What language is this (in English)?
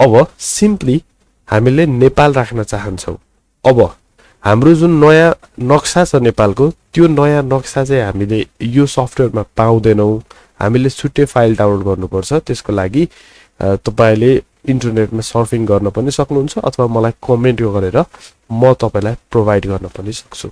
Nepali